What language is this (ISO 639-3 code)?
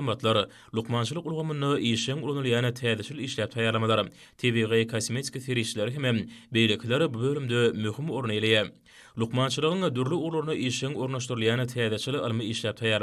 tuk